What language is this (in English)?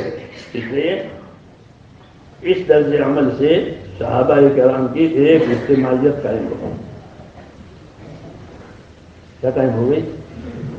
Urdu